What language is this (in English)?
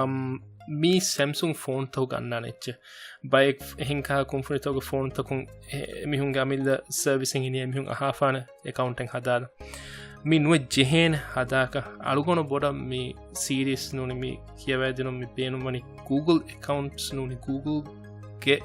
Divehi